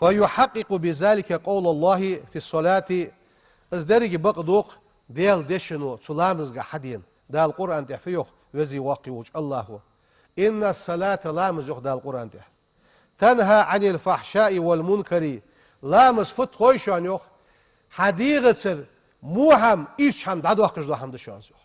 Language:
Ingush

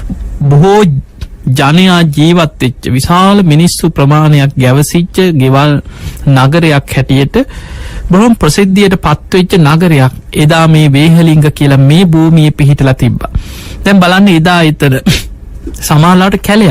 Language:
Sinhala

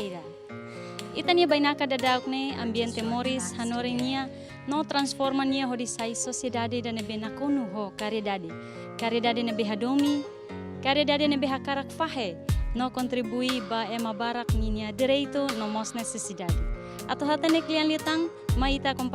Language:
Tetum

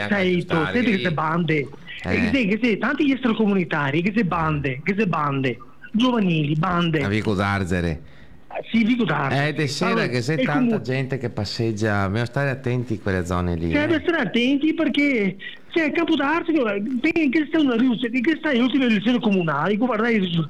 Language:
Italian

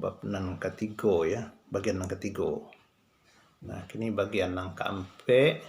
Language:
Minangkabau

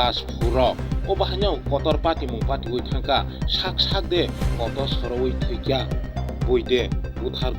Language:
Kok Borok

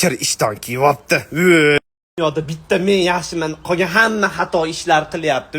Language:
Uzbek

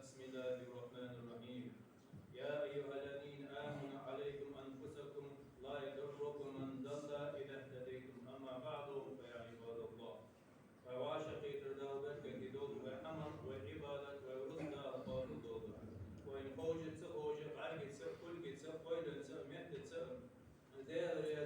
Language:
Ingush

